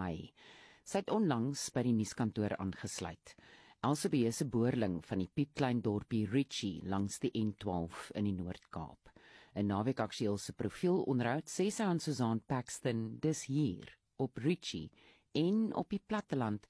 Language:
Afrikaans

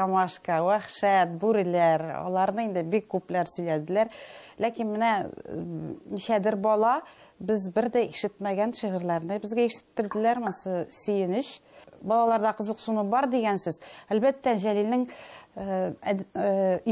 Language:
Tatar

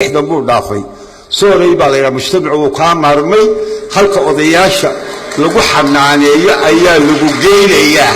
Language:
Somali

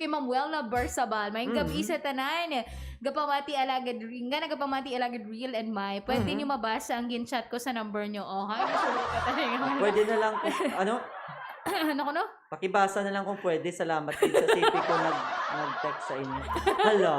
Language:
Hiligaynon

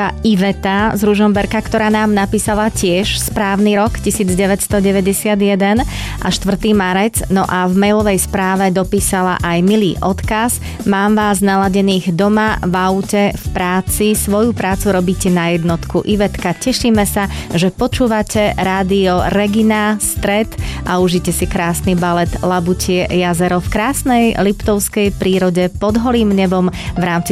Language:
Slovak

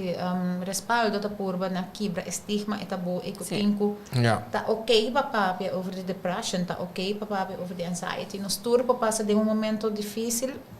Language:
Papiamento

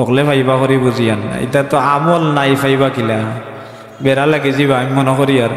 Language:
Sylheti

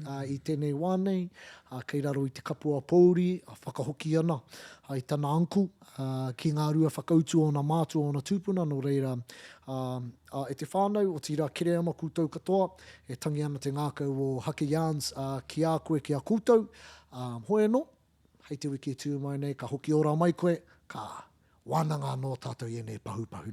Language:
Māori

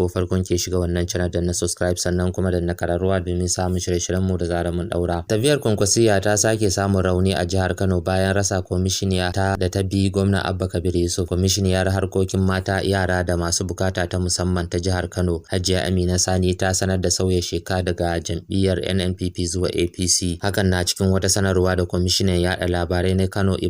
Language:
Hausa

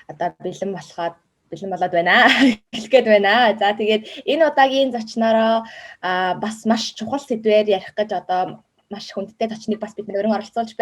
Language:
Mongolian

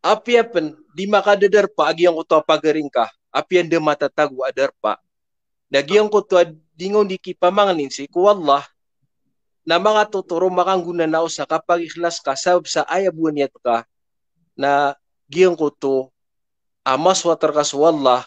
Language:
Maranao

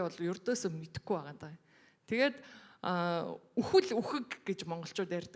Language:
Mongolian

